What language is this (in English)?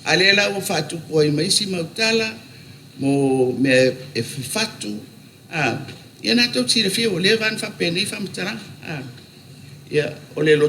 Samoan